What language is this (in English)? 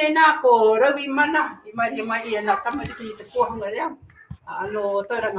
Māori